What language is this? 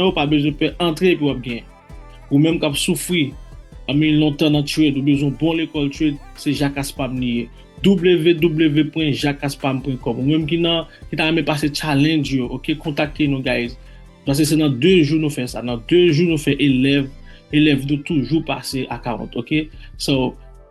Haitian Creole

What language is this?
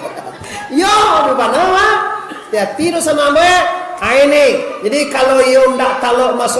Minangkabau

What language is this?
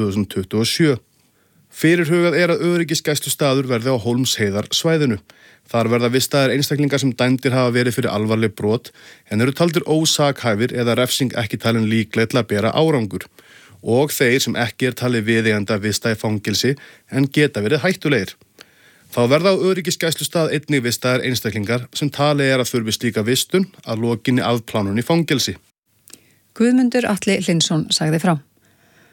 Icelandic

